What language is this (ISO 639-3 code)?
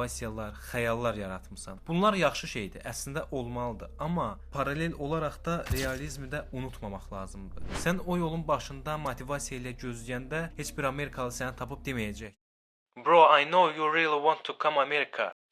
aze